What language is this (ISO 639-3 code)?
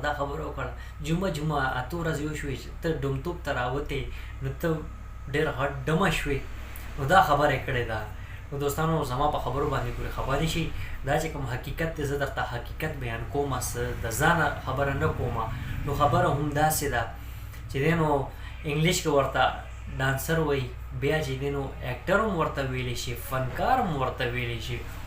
pus